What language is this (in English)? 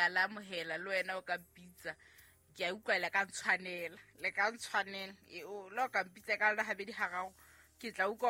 Southern Sotho